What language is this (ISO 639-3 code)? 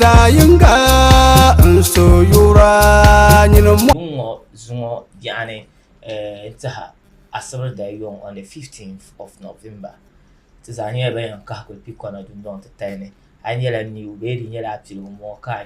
dag